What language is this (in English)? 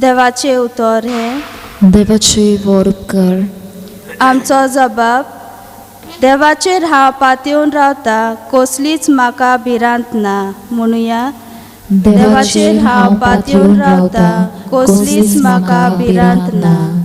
Konkani